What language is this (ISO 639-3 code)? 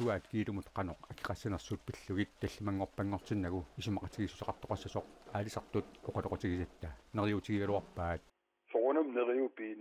kal